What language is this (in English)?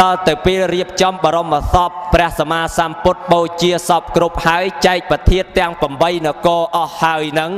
Khmer